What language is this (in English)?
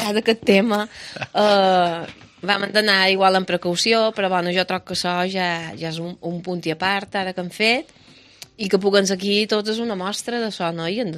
Catalan